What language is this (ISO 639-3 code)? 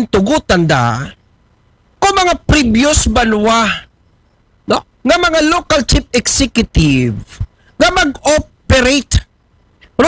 akl